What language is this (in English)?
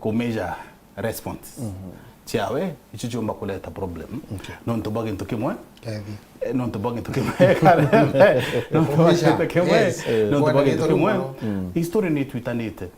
Meru